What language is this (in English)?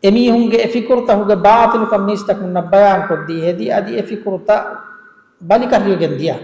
Divehi